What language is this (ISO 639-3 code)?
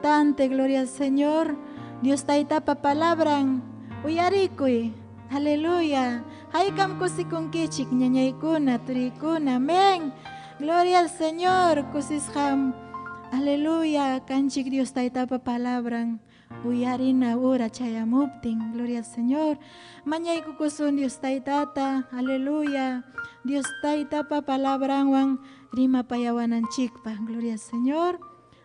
quy